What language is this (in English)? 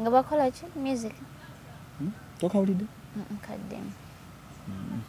Ganda